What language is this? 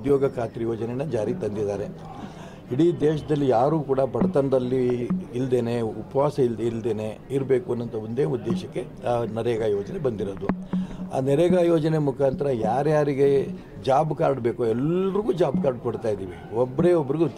Kannada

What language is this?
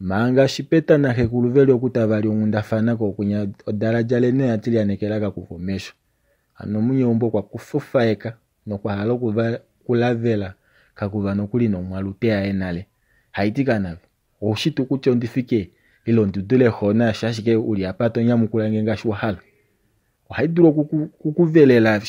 Kuanyama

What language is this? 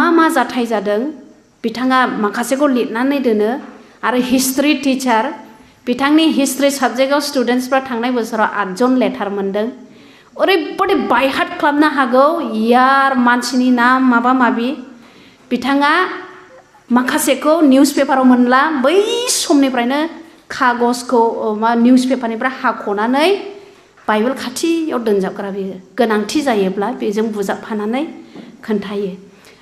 Bodo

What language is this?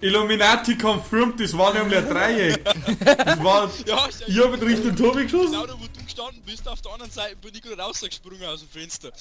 Bavarian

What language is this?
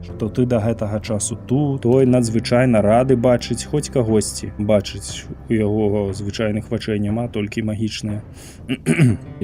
Belarusian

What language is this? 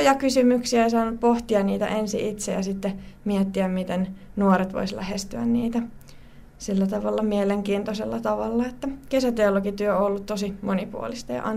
Finnish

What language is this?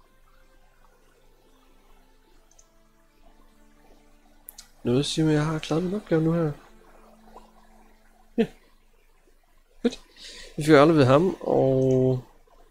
Danish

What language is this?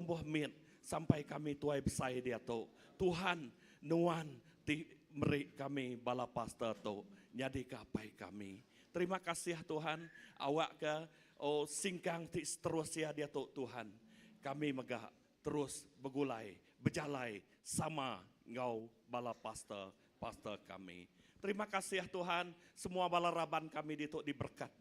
Iban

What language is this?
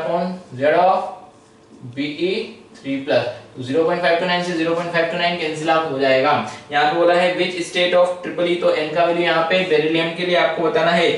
Hindi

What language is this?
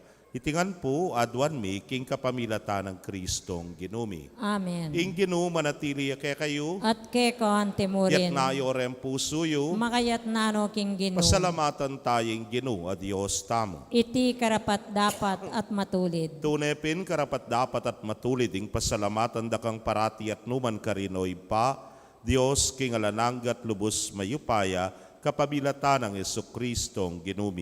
Pampanga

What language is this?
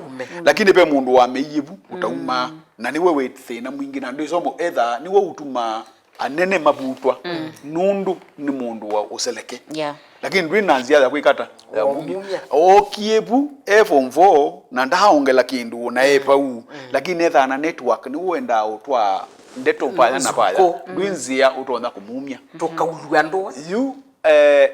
Kamba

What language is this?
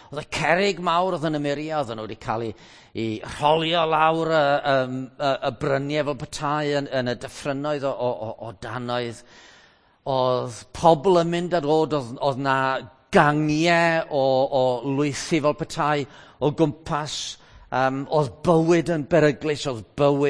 Welsh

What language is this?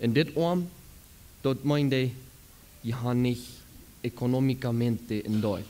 Plautdietsch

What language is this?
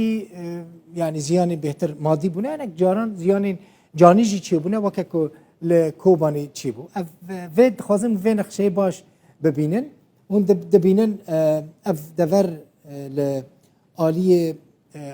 Kurdish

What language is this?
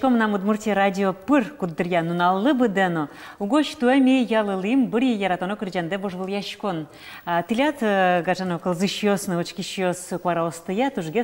Udmurt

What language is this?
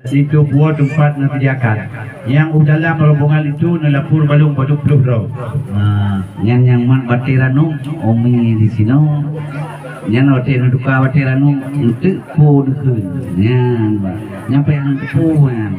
Achinese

